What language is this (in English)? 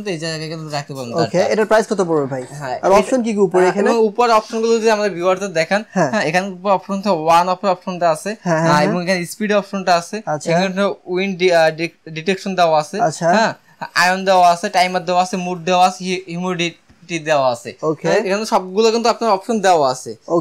Bangla